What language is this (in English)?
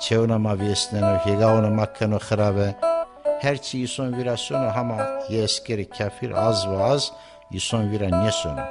Zaza